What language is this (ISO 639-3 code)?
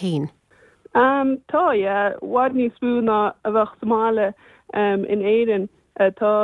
gle